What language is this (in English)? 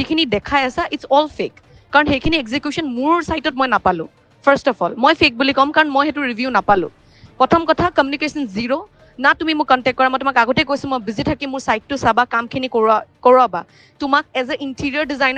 Assamese